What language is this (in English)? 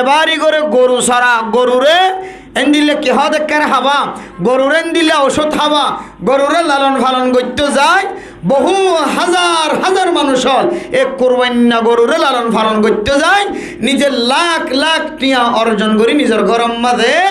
Rohingya